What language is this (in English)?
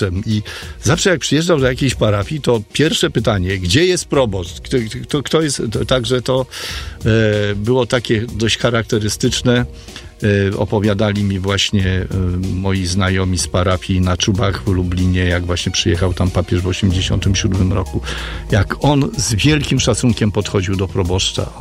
Polish